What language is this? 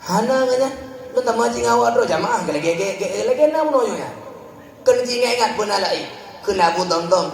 Achinese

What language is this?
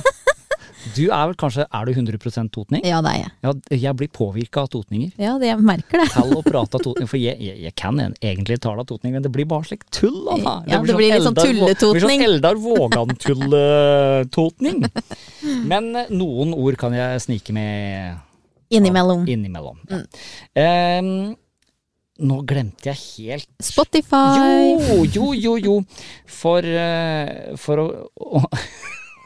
Norwegian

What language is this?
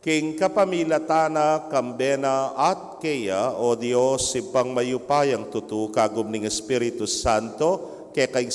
Pampanga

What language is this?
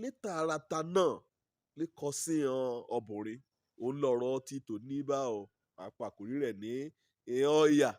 Yoruba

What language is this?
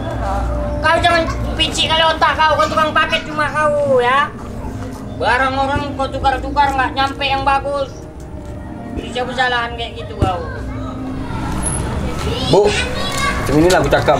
Indonesian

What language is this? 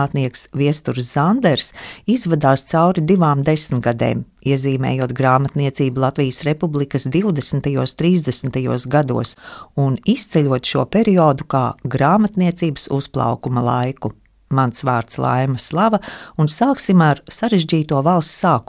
Latvian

